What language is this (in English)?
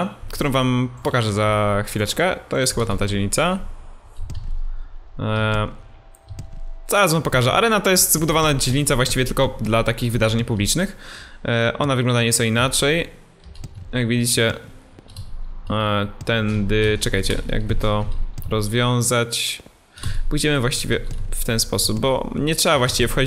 Polish